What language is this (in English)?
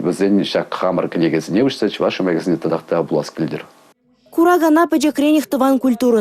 Chuvash